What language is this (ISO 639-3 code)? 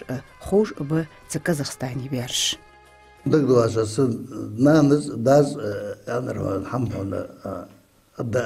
inh